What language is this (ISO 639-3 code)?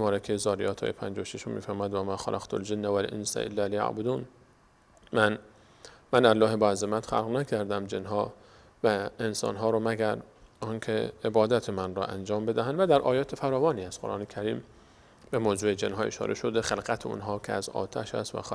fas